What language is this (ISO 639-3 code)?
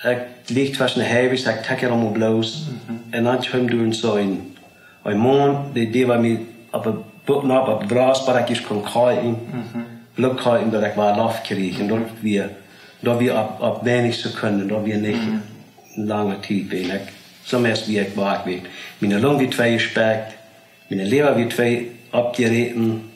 pdt